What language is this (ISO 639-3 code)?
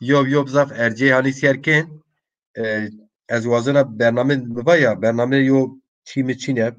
zza